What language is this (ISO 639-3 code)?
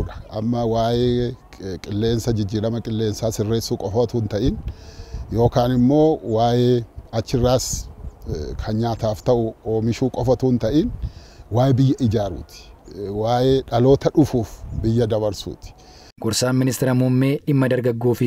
orm